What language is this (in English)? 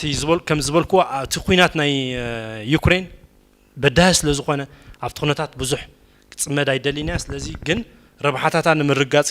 Tigrinya